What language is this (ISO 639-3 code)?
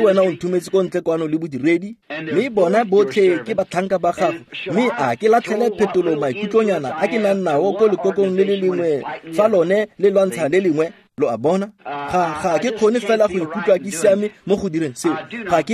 tsn